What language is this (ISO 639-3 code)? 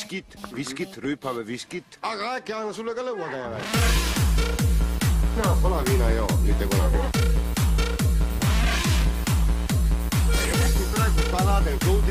est